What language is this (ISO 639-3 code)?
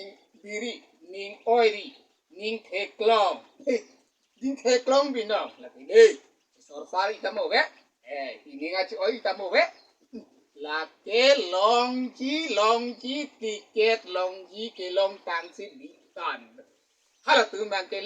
mjw